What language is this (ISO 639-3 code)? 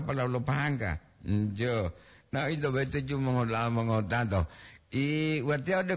gor